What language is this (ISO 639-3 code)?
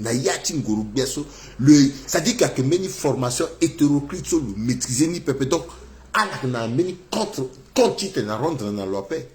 sag